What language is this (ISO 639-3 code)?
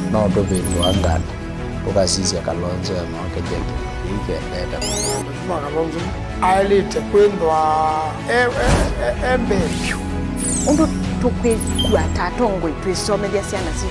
kam